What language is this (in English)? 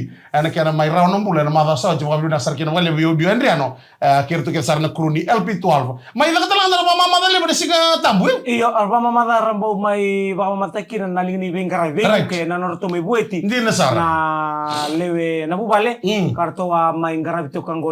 Fijian